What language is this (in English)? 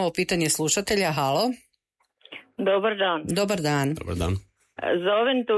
Croatian